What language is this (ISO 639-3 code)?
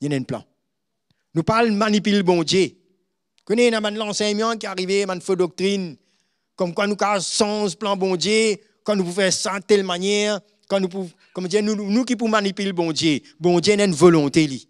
mfe